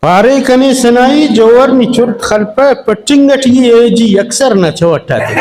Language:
Brahui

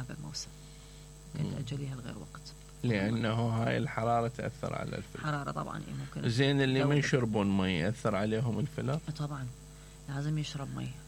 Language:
Mesopotamian Arabic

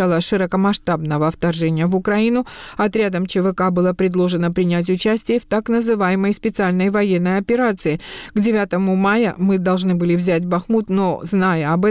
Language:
Russian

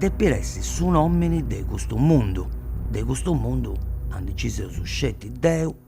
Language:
Sardinian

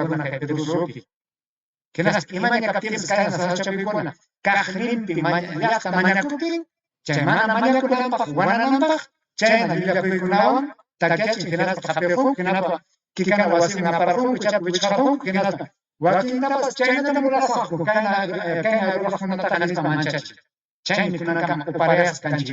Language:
Ayacucho Quechua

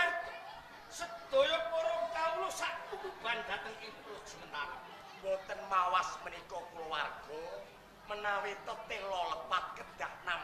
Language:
Javanese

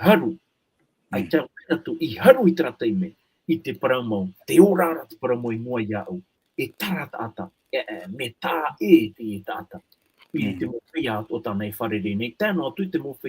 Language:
Tahitian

